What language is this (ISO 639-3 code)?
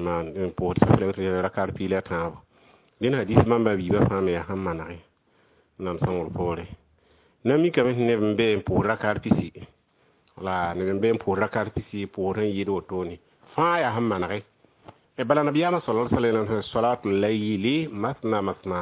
mos